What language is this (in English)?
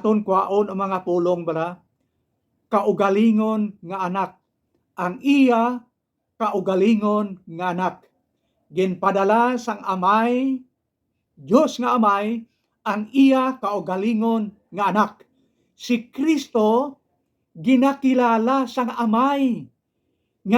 Hiligaynon